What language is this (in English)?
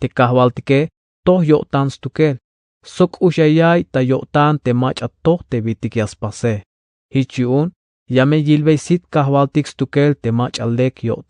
Tzeltal